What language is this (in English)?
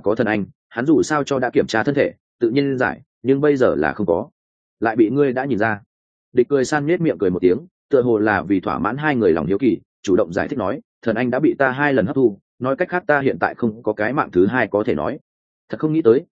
Vietnamese